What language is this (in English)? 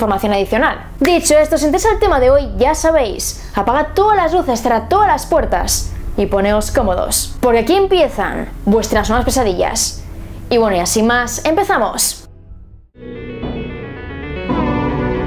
Spanish